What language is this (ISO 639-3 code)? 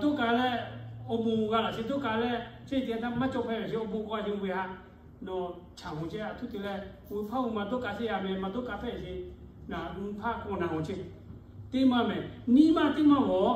lhu